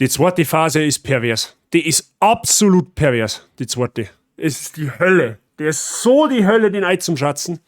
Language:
Bavarian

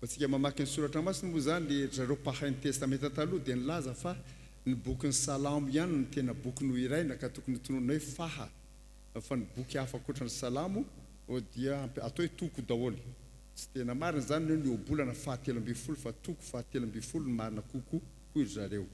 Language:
Malagasy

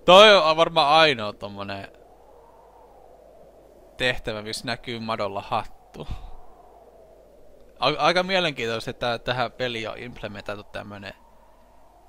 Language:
Finnish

